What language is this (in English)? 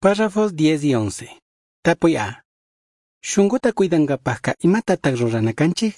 Chimborazo Highland Quichua